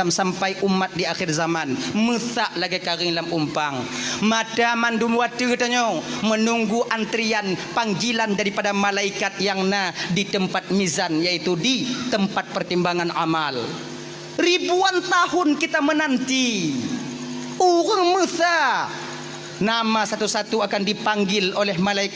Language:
Achinese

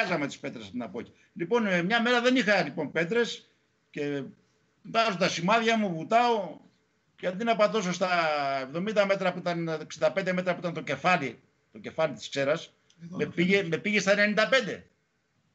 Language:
Greek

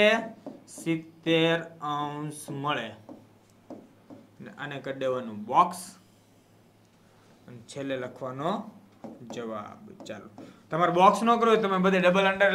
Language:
Gujarati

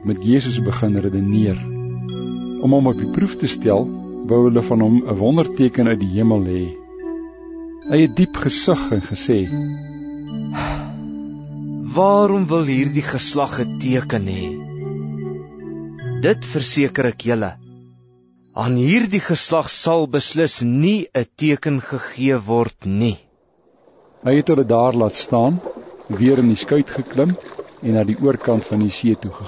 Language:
Afrikaans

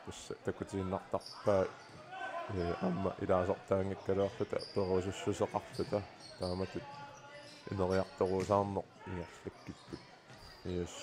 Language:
Kalaallisut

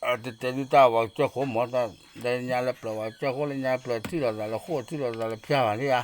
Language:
S'gaw Karen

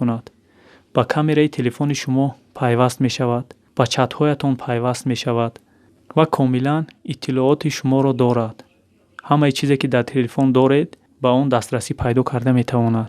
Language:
Tajik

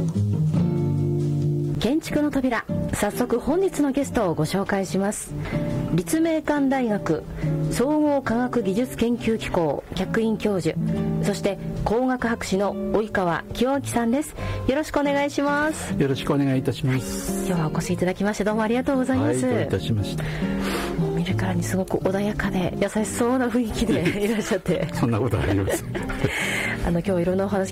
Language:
Japanese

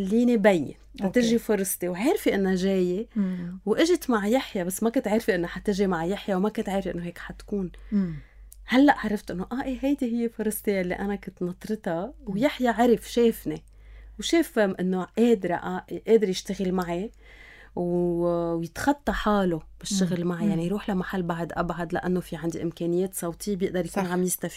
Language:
North Levantine Arabic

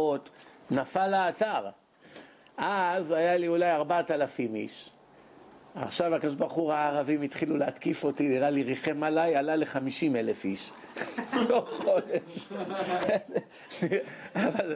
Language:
Hebrew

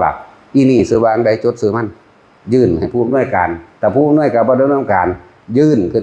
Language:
Northeastern Thai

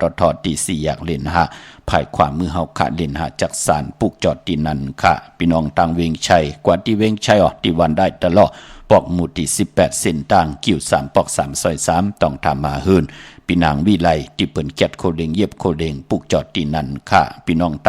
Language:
Shan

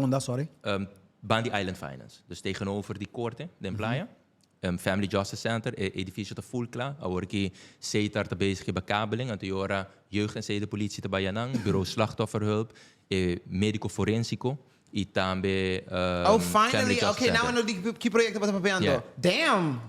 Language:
Papiamento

